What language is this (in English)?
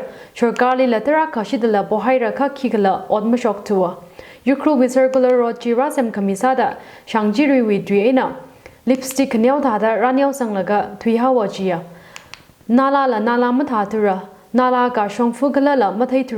Tangkhul Naga (India)